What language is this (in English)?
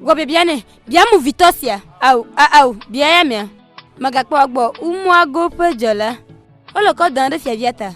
Ewe